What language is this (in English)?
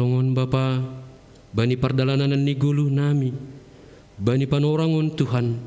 Batak Simalungun